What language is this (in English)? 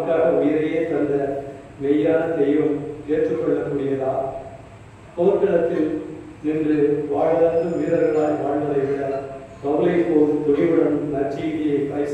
Tamil